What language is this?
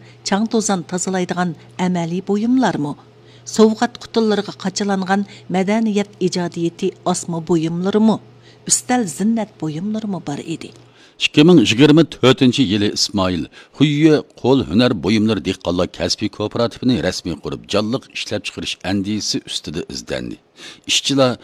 Uyghur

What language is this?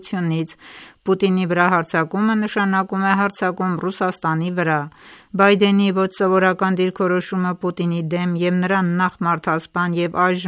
Armenian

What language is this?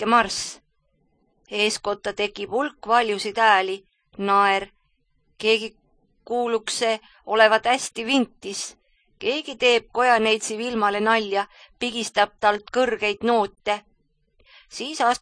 Estonian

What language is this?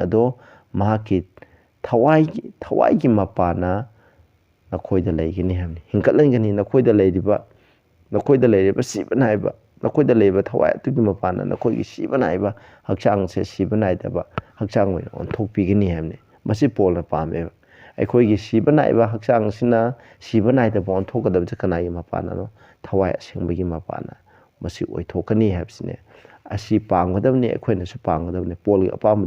Manipuri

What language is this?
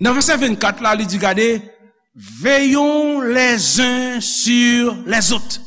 Haitian Creole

